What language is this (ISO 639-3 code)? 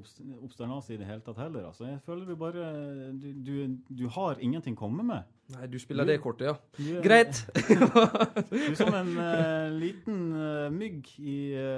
nor